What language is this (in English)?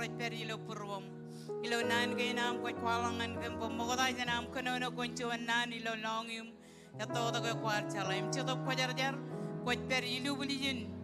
Marshallese